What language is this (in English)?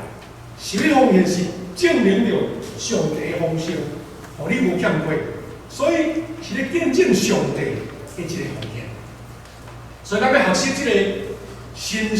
Min Nan Chinese